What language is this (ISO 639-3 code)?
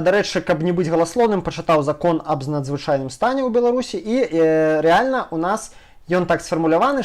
bel